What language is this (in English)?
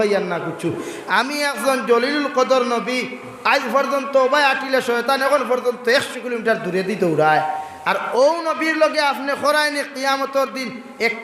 Sylheti